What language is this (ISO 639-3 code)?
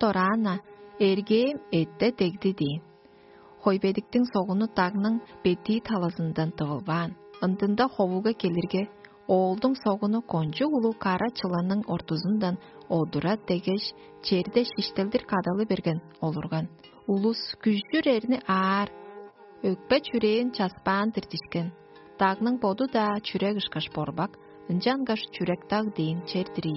tyv